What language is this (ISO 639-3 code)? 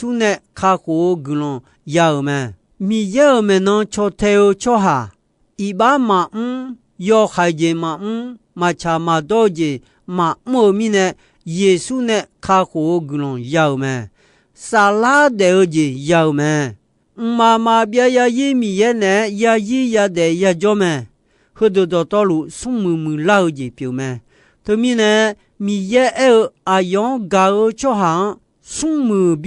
ahk